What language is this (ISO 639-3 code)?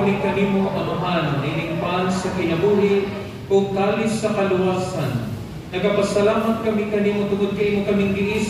ceb